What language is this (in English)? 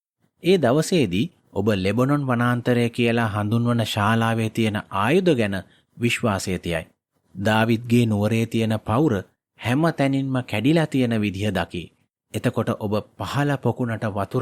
Sinhala